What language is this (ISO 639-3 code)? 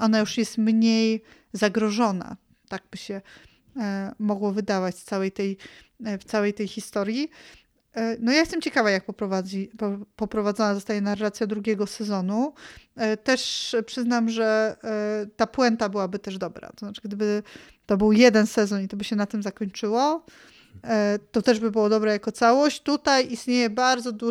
pol